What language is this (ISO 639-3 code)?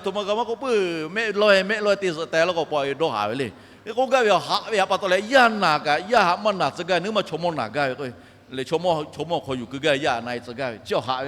lhu